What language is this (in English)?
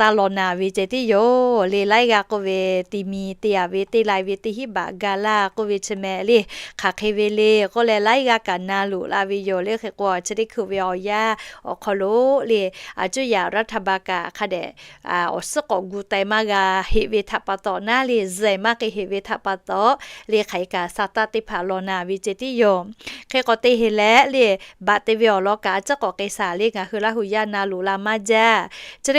Lahu